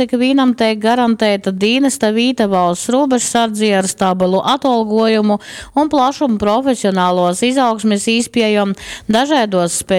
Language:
Latgalian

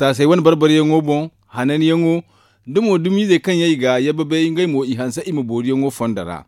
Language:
Zarma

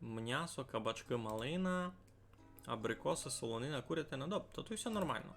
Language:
Rusyn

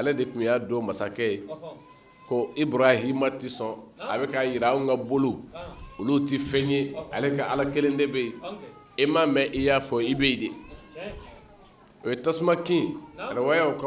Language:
Bambara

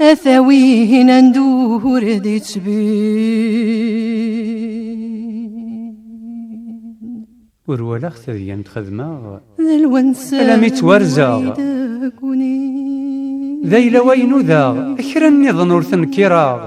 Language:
Kabyle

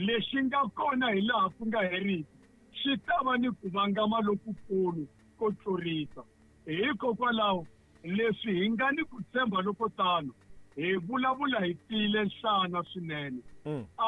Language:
Tsonga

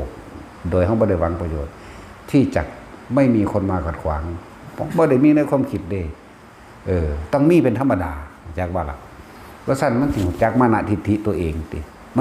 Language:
Northeastern Thai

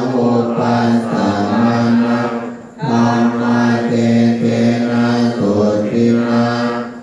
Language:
Pali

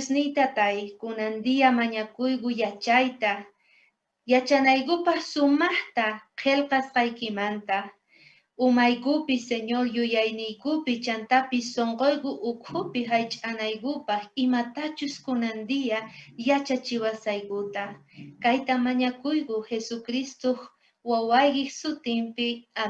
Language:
South Bolivian Quechua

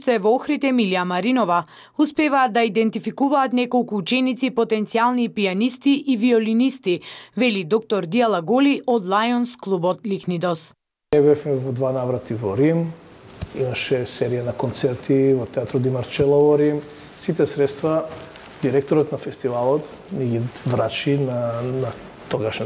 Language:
Macedonian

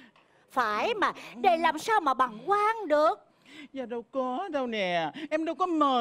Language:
Vietnamese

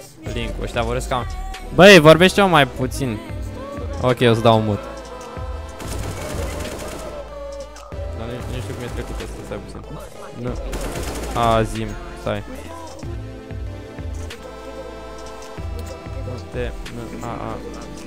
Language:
Romanian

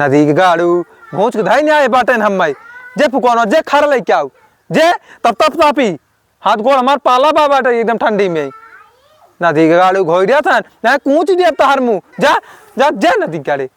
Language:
Awadhi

